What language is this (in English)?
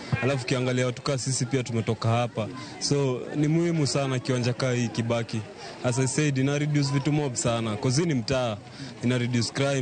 Luo (Kenya and Tanzania)